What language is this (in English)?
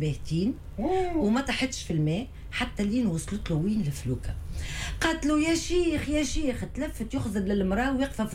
Tunisian Arabic